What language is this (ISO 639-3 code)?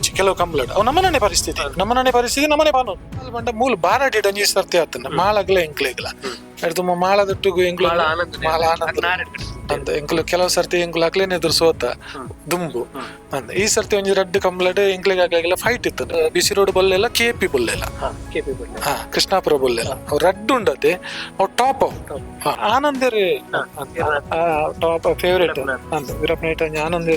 tcy